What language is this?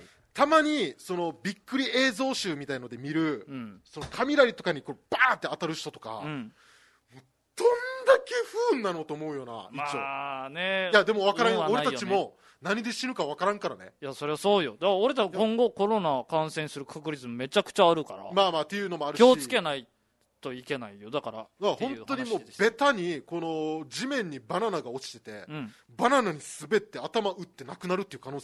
Japanese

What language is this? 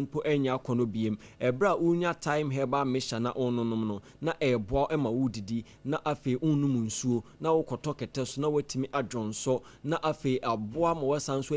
Akan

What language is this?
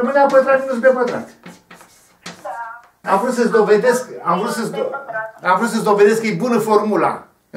Romanian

